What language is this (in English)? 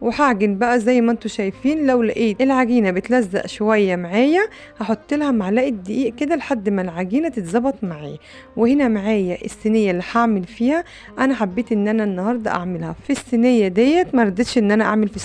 Egyptian Arabic